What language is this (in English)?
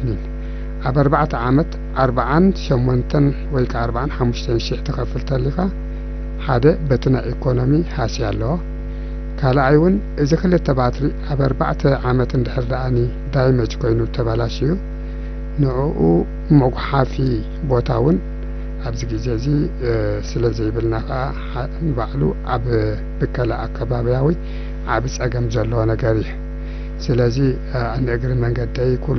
Tigrinya